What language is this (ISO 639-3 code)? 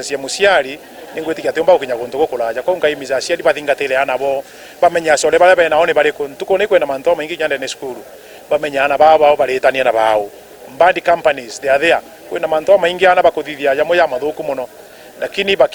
mer